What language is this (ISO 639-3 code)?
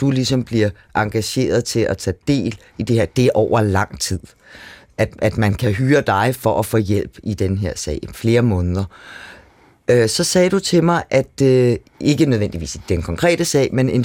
dan